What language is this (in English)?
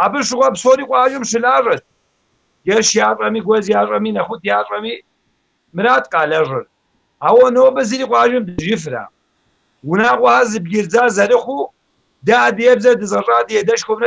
Kabardian